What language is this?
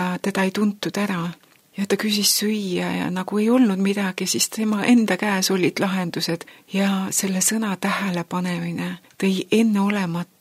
Estonian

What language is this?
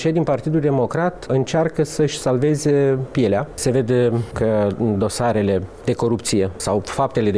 Romanian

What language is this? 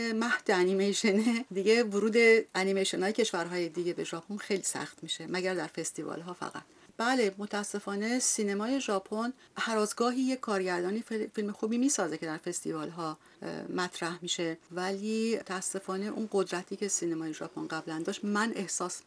Persian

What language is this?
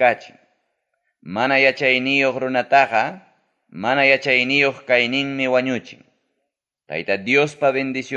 Ayacucho Quechua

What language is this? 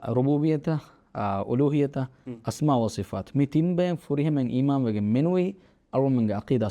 Divehi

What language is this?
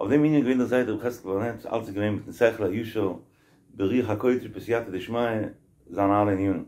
Yiddish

